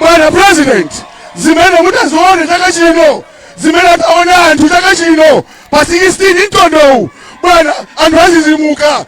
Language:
Nyanja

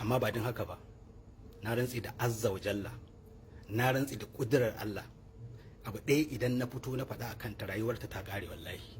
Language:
Hausa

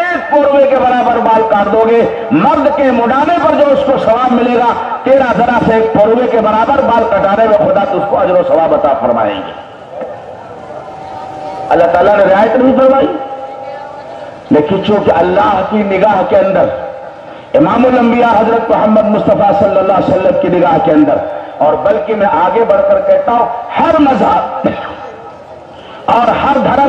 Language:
Urdu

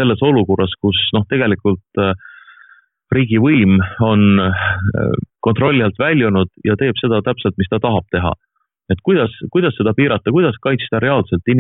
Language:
Estonian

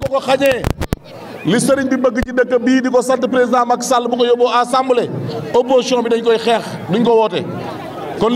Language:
Wolof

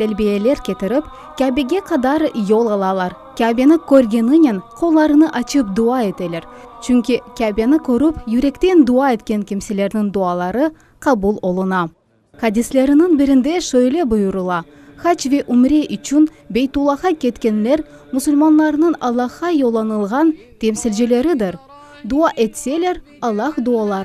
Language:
Crimean Tatar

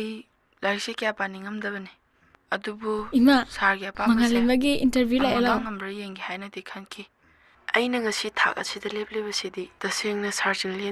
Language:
Manipuri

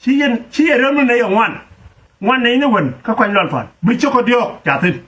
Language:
Nuer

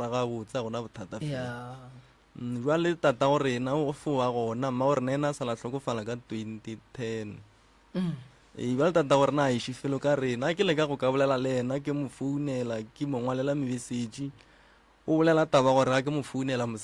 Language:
Northern Sotho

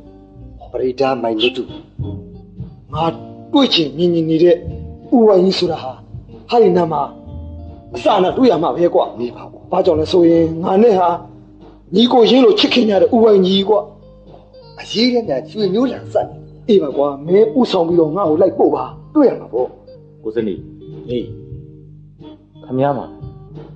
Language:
Burmese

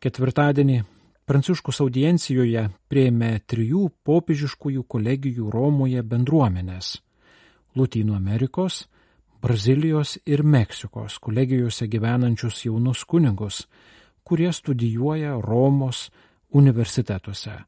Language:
Lithuanian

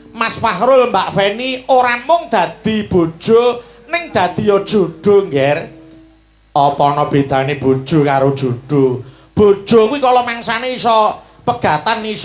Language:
Javanese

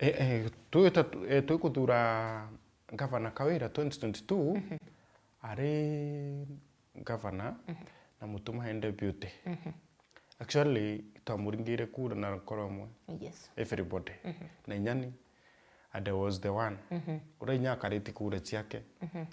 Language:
Meru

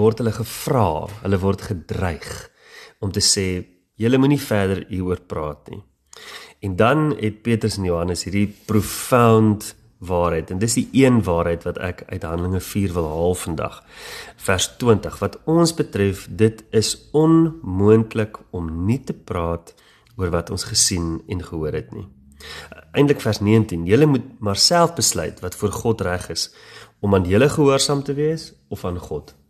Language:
Afrikaans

